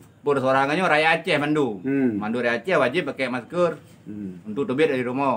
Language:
Achinese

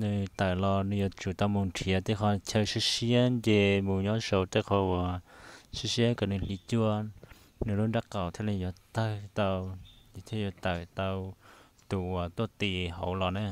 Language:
Hmong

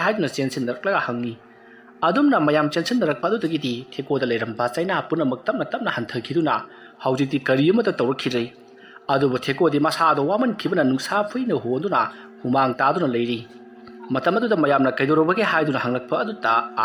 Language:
Manipuri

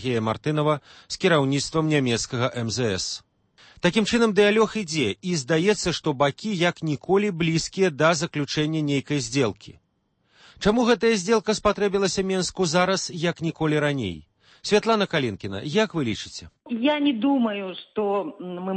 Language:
Belarusian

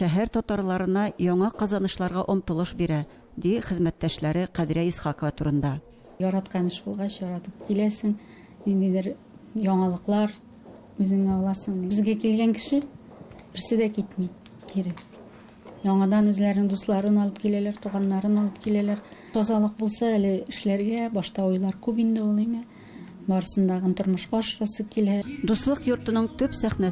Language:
Tatar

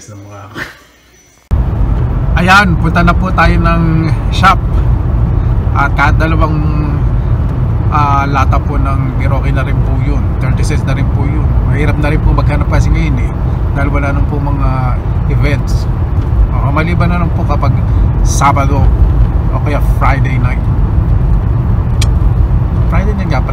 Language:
Filipino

